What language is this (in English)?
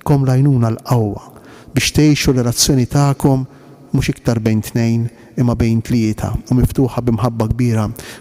Maltese